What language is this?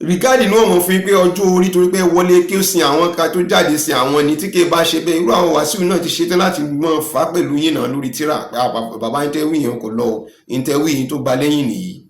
Yoruba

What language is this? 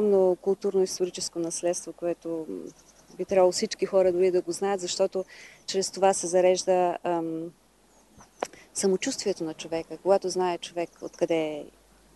Bulgarian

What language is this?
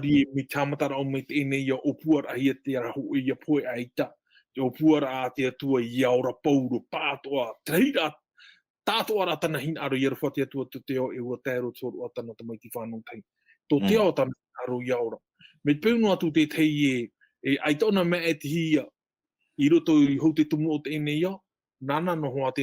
Tahitian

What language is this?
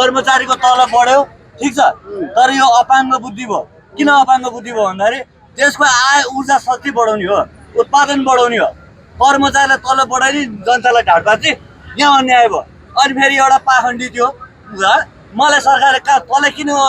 Nepali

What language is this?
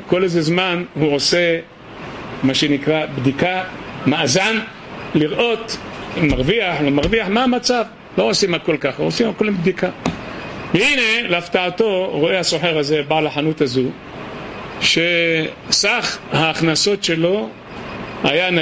Hebrew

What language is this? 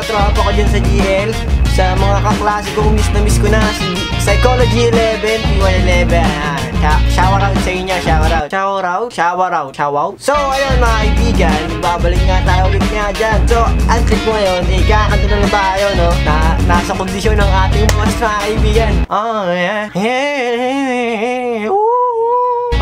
Filipino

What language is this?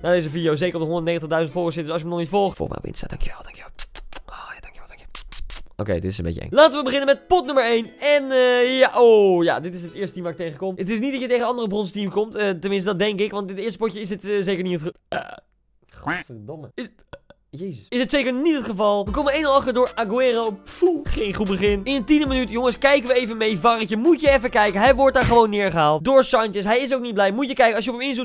Dutch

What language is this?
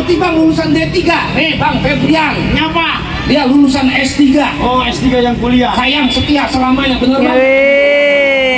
Betawi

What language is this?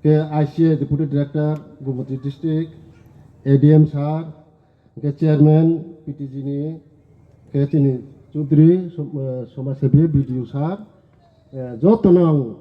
Riang (India)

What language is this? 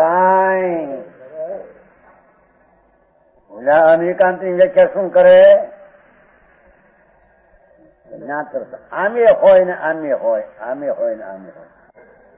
Gujarati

